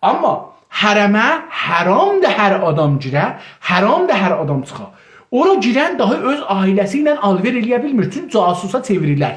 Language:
South Azerbaijani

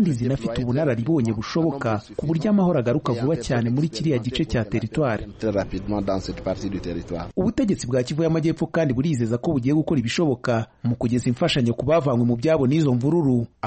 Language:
Kinyarwanda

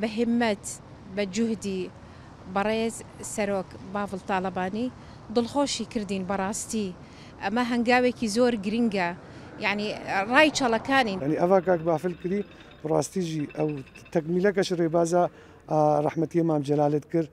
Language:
Central Kurdish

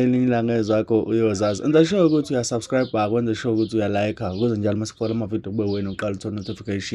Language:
Zulu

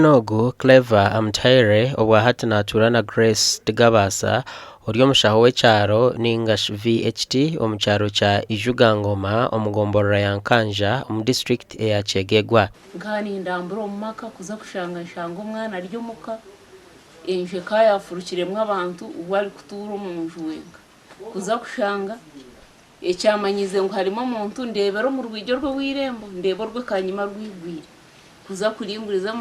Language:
Nyankole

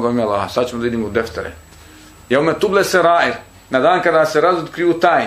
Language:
Bosnian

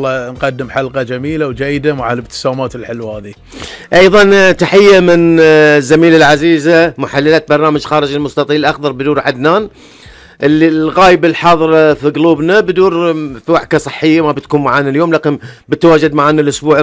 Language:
Gulf Arabic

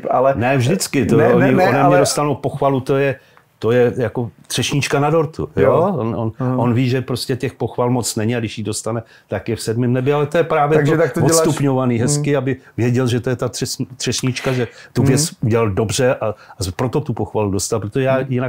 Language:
Czech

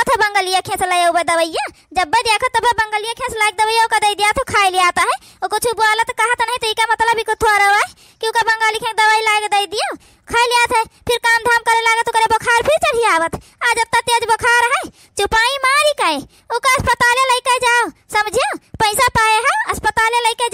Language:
Awadhi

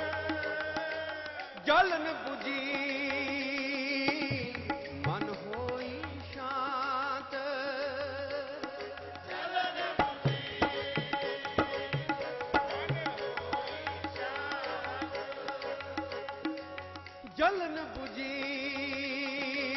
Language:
Punjabi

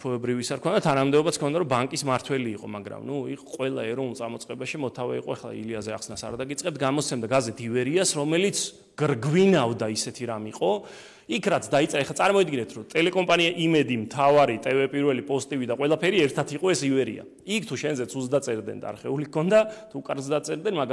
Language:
Georgian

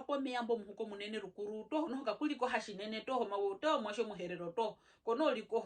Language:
Herero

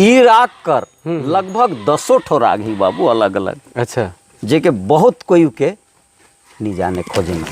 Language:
Sadri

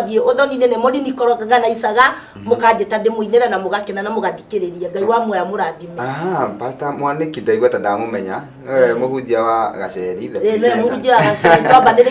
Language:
Kikuyu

